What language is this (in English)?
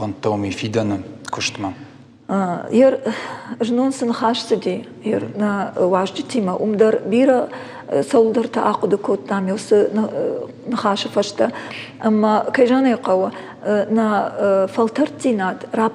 Ossetic